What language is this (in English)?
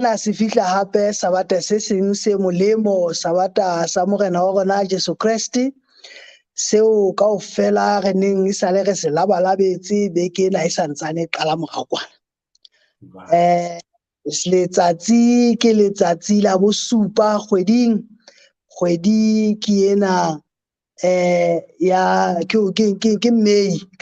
Southern Sotho